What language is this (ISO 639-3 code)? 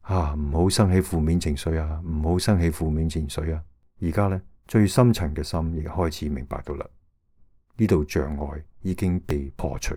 yue